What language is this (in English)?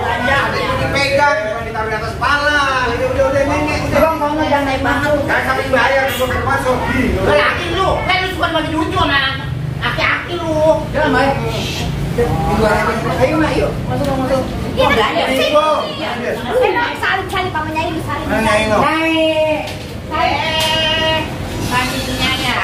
Betawi